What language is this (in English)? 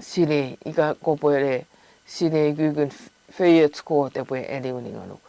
Chuukese